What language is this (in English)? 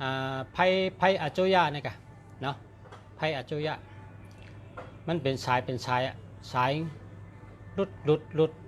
Shan